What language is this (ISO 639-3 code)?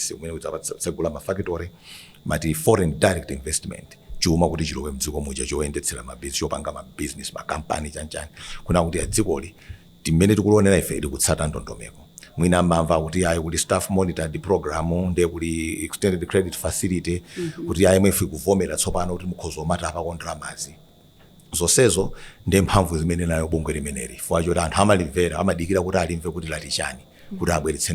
nya